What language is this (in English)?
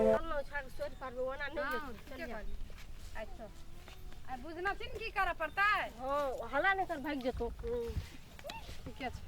Maithili